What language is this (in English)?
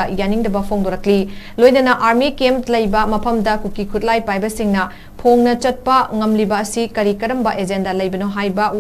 Manipuri